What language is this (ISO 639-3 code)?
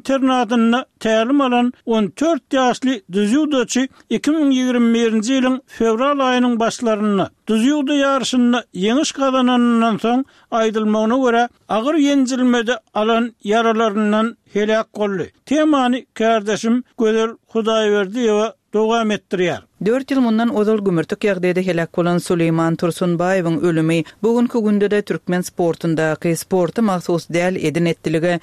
tuk